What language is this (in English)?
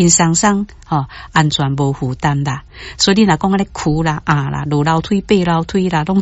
Min Nan Chinese